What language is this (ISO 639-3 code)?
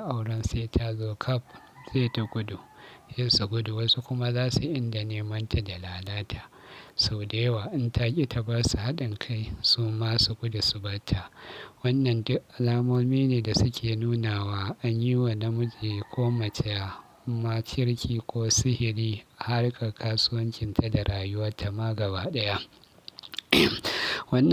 hau